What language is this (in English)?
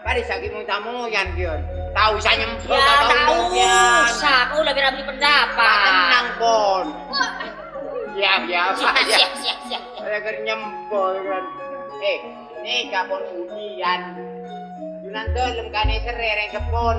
Madurese